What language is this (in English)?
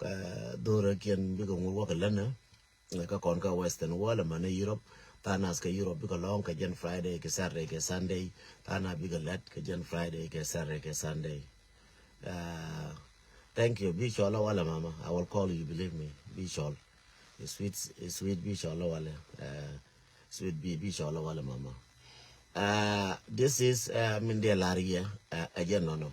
Nuer